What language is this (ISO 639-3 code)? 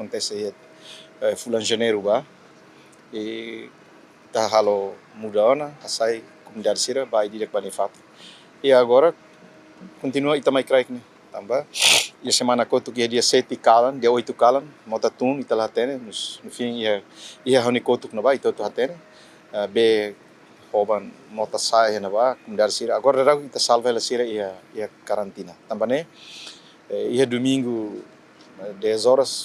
tet